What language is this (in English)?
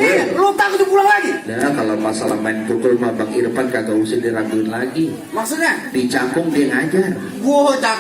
Betawi